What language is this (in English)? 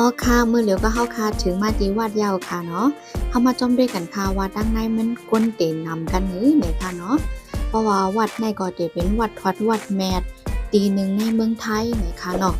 Shan